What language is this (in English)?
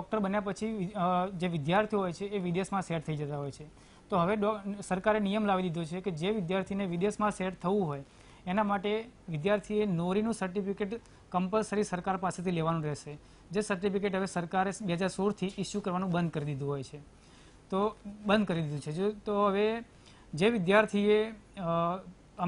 Gujarati